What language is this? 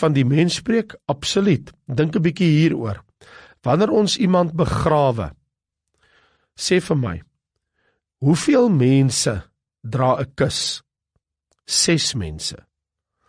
Afrikaans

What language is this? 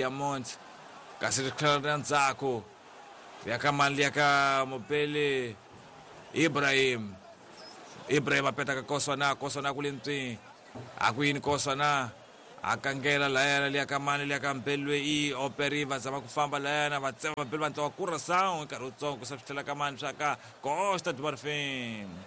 Tsonga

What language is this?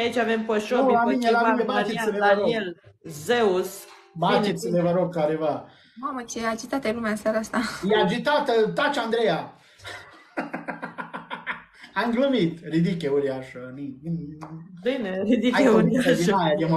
Romanian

